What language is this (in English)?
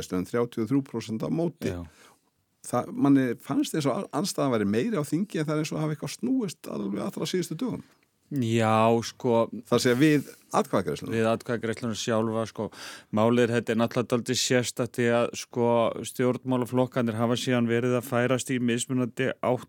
Icelandic